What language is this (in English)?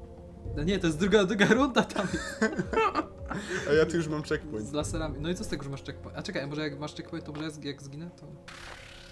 Polish